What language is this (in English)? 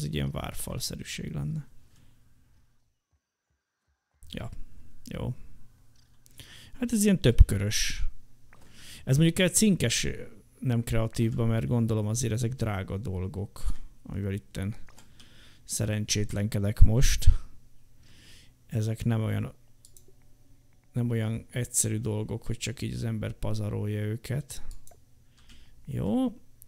Hungarian